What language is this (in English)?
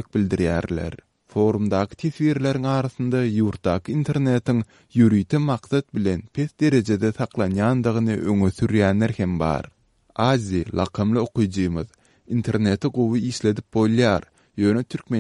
Turkmen